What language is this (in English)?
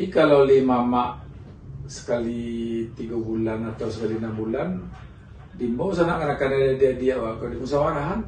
Minangkabau